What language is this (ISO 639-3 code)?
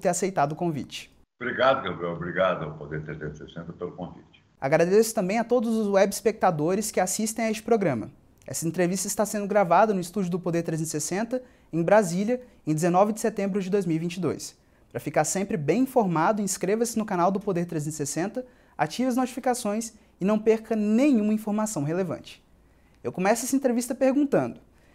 por